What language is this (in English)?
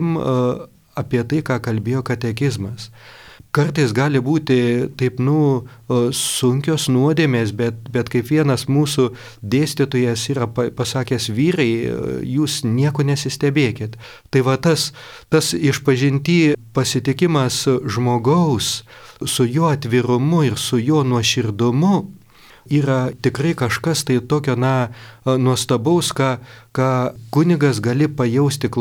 Lithuanian